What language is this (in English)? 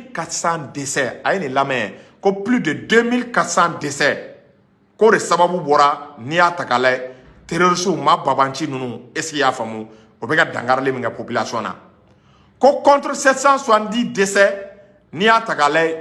Bambara